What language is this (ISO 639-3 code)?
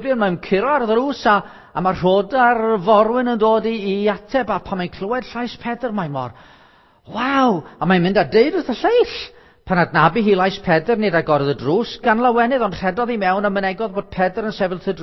cym